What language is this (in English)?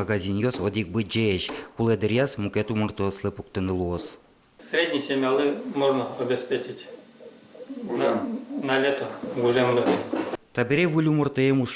Udmurt